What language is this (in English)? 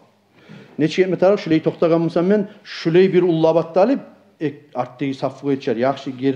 Kumyk